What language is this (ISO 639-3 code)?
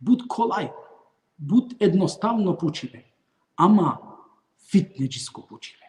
rmn